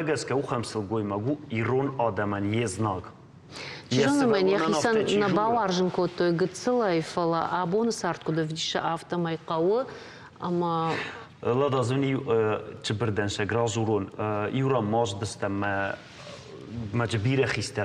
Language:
Ossetic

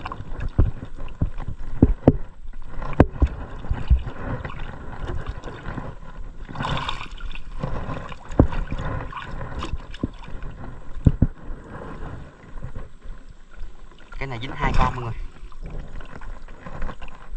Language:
Vietnamese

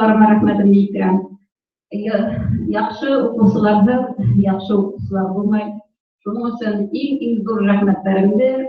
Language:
Bashkir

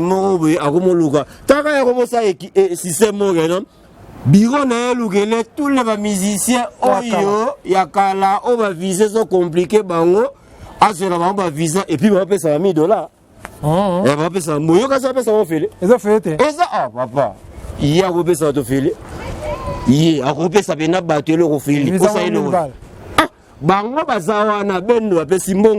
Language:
Lingala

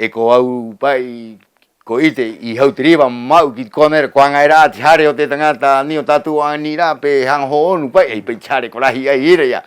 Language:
Rapanui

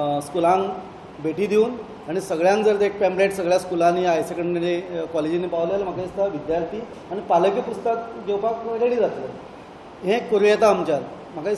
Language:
Konkani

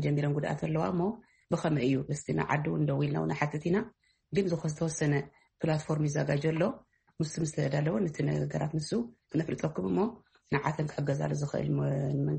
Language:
Tigrinya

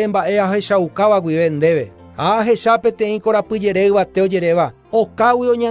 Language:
Guarani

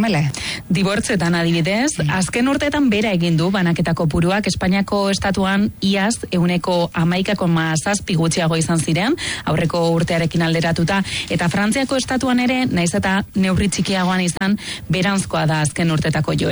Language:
Basque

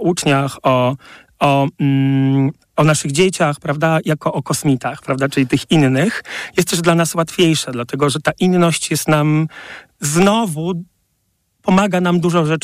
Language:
Polish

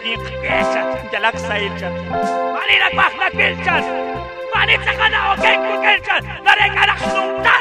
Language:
Kekchí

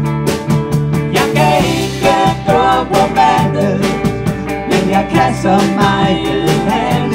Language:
Danish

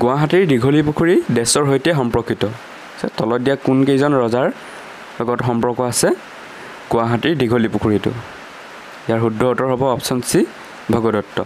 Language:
Assamese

